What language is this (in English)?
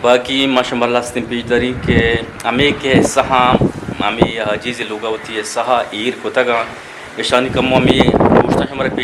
Eastern Balochi